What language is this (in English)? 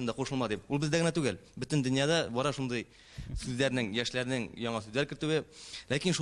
Tatar